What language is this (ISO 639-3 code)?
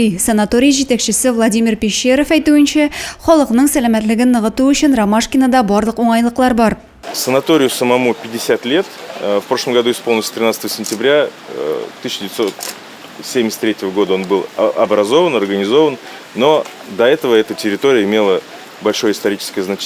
tat